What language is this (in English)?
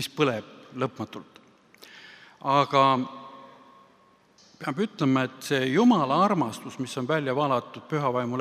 Estonian